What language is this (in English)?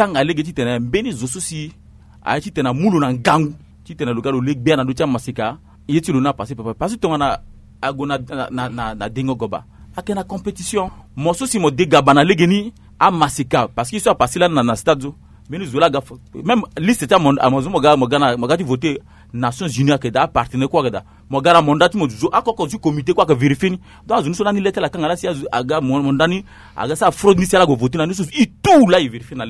Sango